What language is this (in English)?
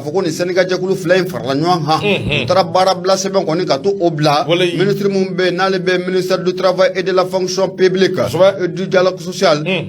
Bambara